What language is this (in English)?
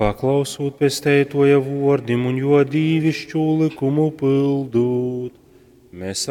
Latgalian